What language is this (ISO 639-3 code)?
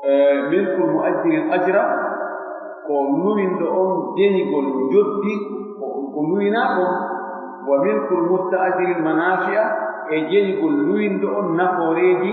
fuf